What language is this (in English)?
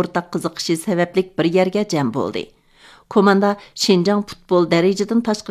Uyghur